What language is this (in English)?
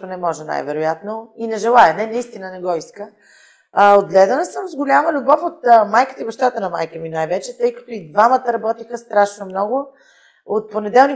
Bulgarian